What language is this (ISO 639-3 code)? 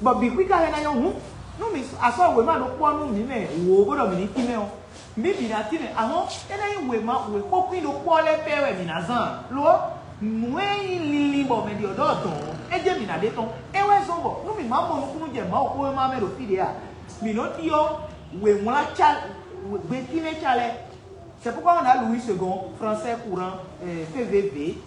fon